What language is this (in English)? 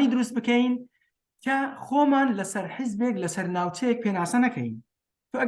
Kurdish